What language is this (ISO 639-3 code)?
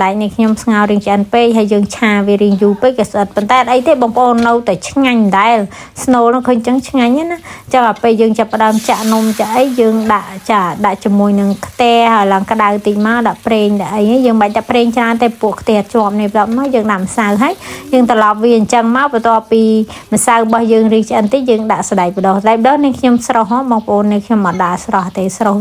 khm